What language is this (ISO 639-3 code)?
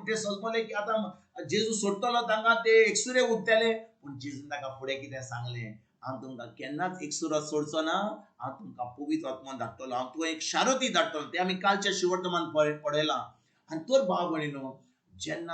kok